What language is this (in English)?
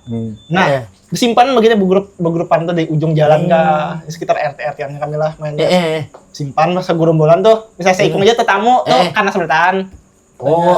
Banjar